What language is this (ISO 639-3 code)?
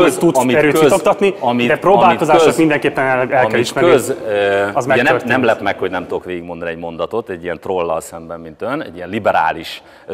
hun